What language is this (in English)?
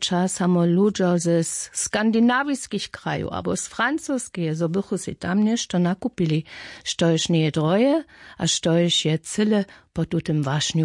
Upper Sorbian